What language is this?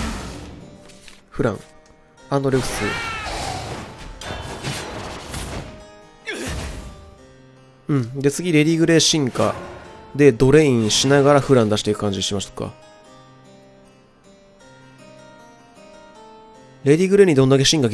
Japanese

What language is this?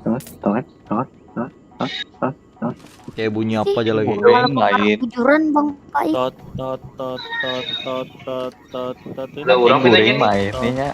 Banjar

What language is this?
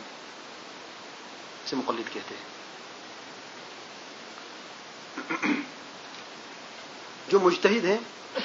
Urdu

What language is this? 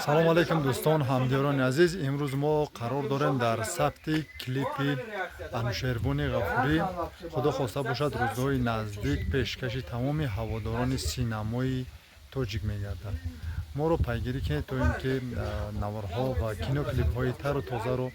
Tajik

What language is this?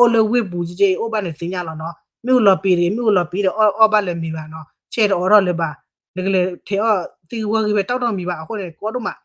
S'gaw Karen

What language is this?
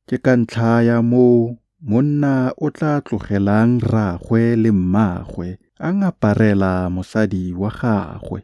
Tswana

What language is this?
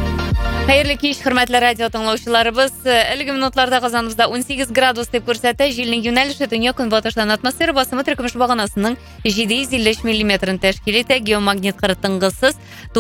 Tatar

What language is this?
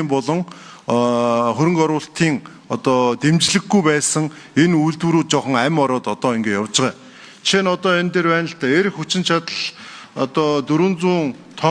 Mongolian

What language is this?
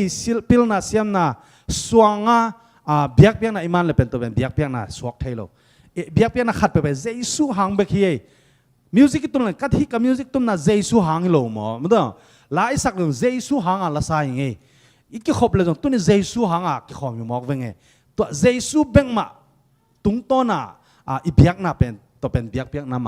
Tedim Chin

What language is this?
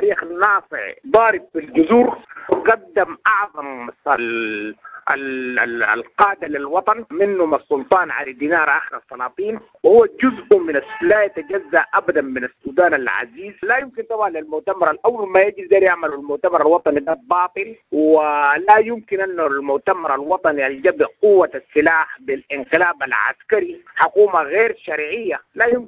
Sudanese Arabic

